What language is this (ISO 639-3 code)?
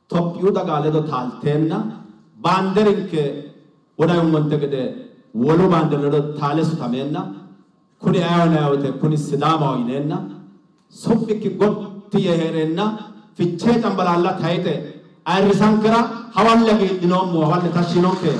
sid